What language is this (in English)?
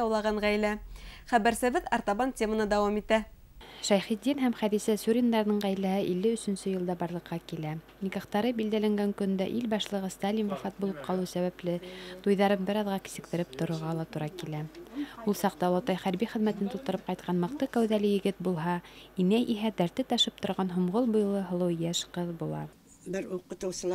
Bashkir